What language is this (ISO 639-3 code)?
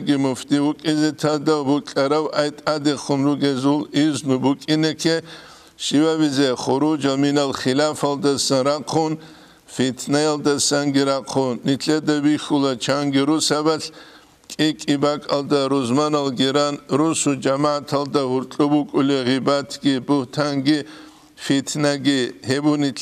ava